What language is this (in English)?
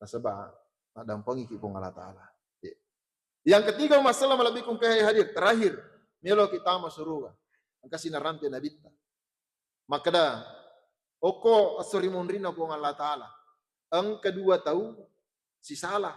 Buginese